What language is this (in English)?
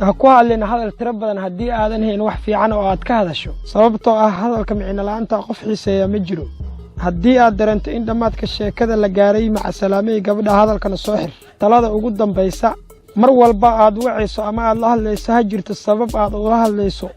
Somali